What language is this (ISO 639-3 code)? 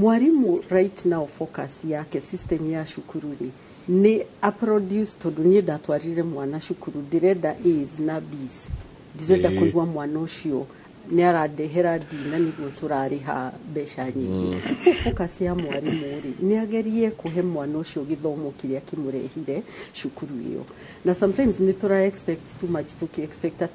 kik